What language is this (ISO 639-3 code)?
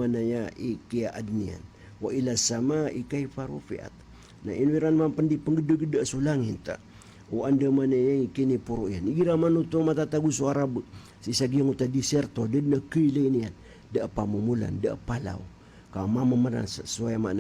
mrw